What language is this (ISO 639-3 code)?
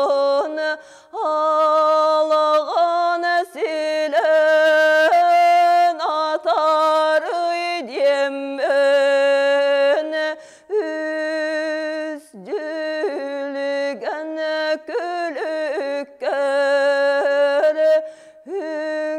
sah